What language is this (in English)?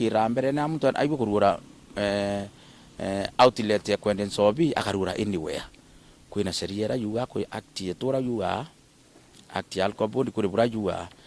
Meru